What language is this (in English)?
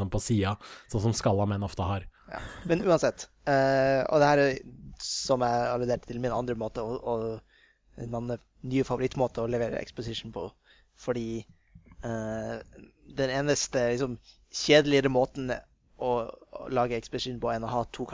Norwegian